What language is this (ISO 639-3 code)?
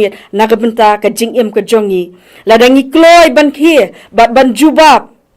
kha